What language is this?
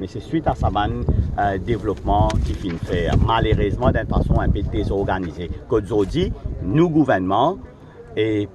Morisyen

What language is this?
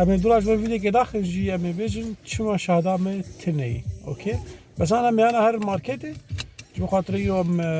Kurdish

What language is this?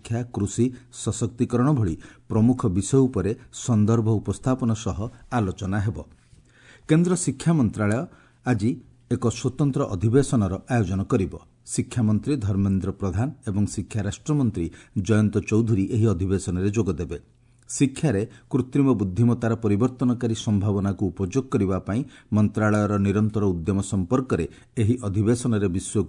Odia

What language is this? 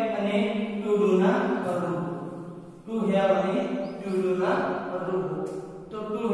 Gujarati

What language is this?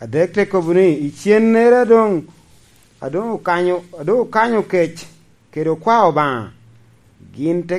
Lango (Uganda)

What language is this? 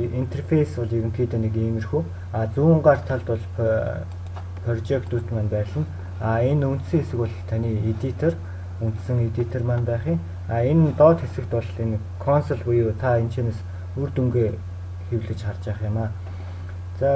Mongolian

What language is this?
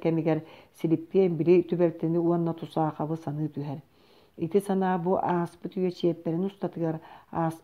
Yakut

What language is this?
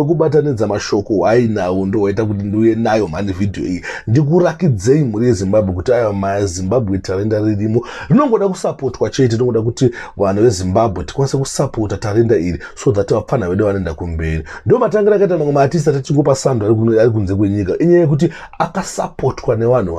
Shona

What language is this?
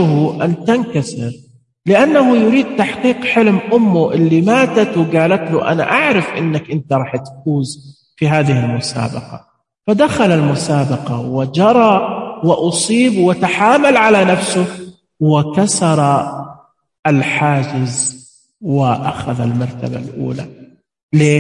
Najdi Arabic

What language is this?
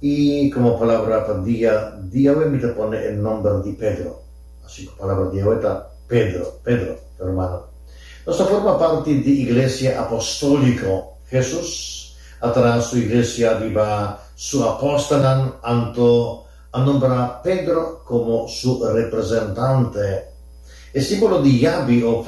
Papiamento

